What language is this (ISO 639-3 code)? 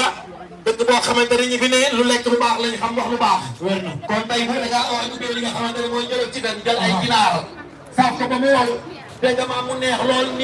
wol